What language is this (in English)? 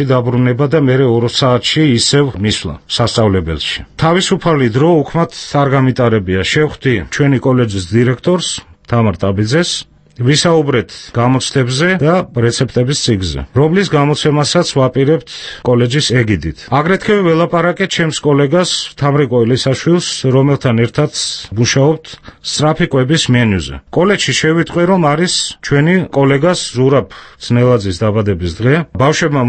Georgian